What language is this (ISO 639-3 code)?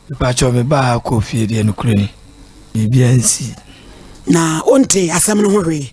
aka